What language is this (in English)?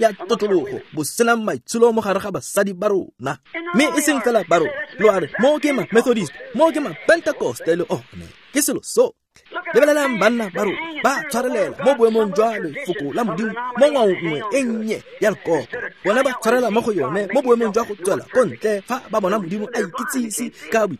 Tswana